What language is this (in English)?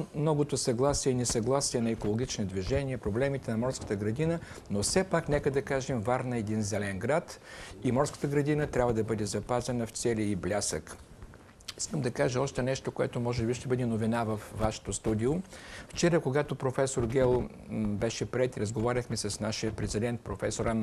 Bulgarian